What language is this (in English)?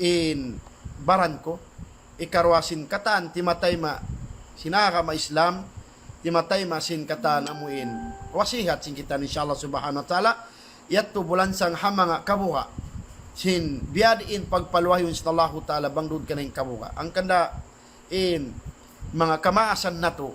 Tausug